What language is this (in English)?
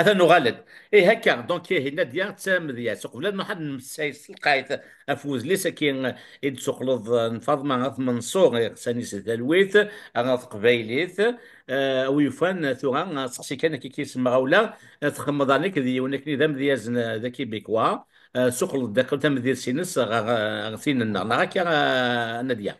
Kabyle